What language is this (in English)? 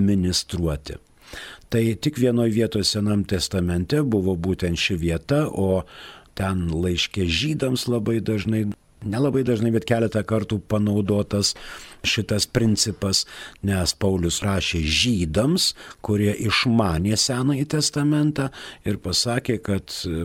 Lithuanian